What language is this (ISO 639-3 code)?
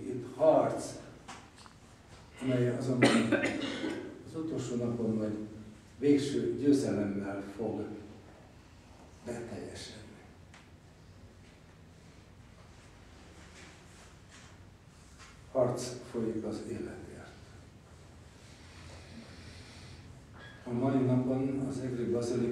hun